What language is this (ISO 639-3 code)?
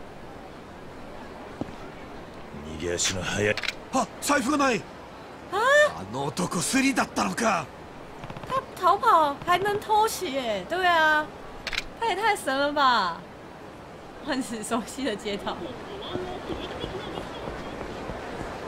jpn